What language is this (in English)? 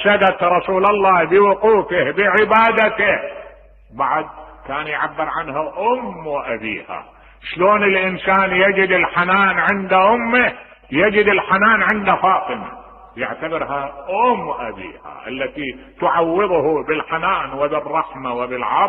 Mesopotamian Arabic